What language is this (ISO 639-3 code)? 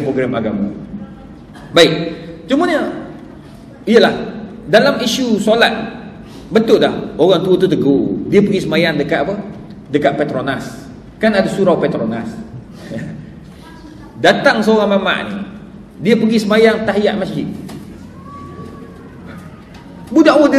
msa